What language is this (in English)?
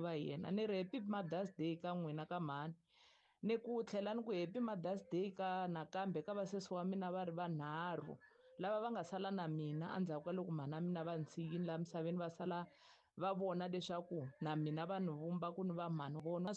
Tsonga